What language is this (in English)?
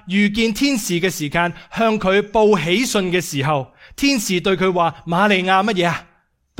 Cantonese